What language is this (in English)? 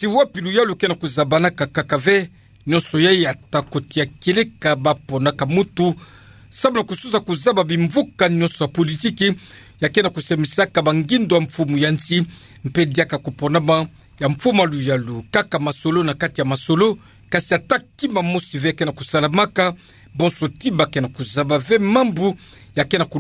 Kituba (Democratic Republic of Congo)